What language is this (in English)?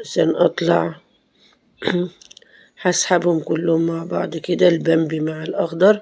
Egyptian Arabic